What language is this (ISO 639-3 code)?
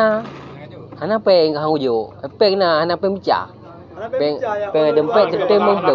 ace